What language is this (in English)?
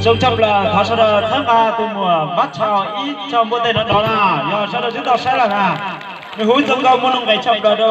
Hmong